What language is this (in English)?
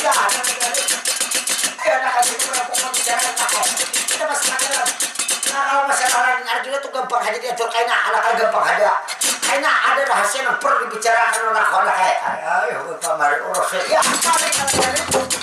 Banjar